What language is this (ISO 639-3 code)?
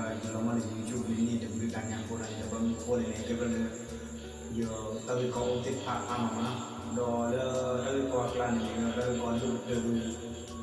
ksw